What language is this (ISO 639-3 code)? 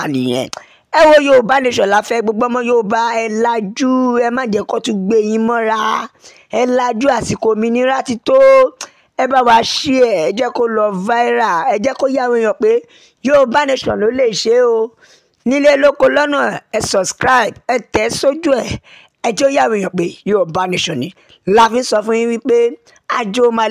yor